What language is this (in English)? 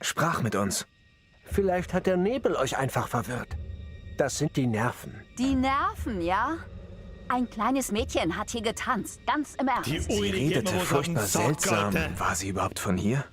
Bavarian